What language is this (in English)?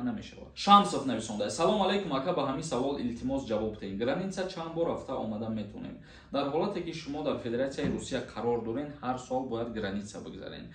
Tajik